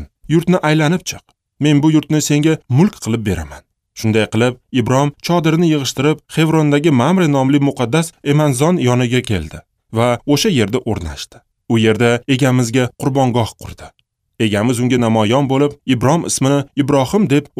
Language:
Uzbek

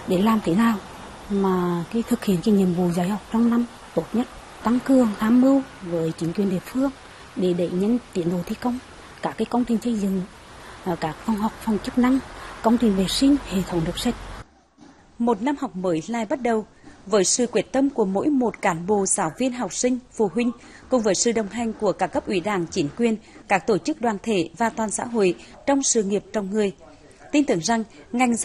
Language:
Vietnamese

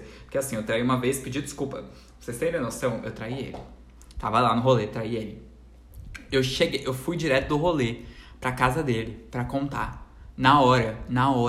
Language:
Portuguese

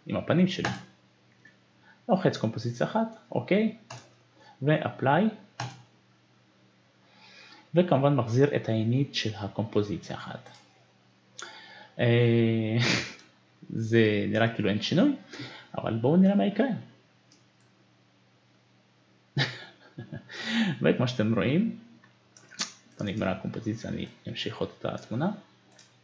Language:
Hebrew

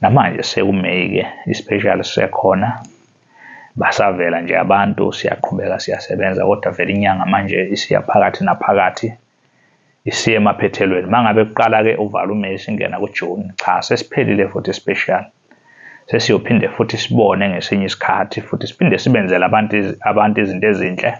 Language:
Zulu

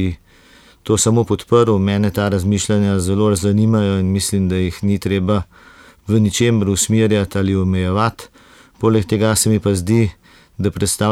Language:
Slovenian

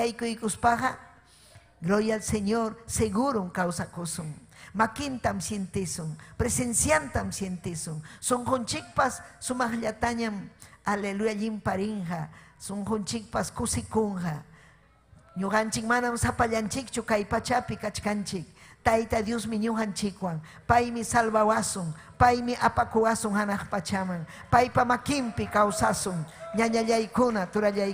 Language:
Ayacucho Quechua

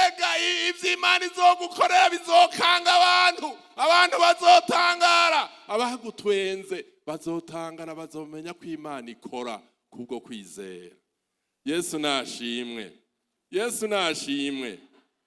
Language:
Rundi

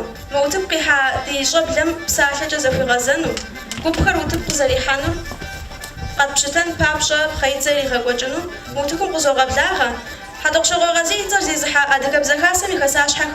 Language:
Kabardian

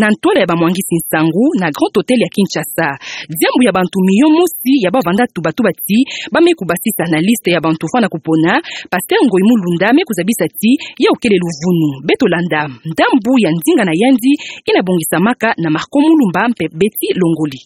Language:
Kituba (Democratic Republic of Congo)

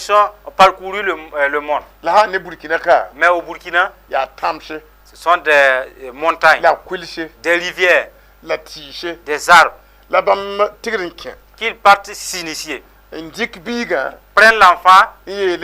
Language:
Mossi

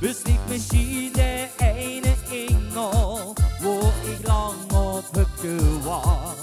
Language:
Limburgish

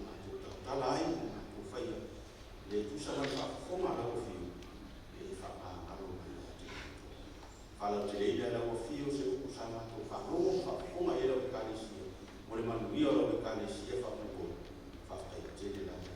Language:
Samoan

